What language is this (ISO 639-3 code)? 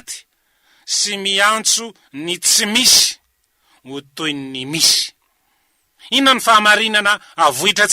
mlg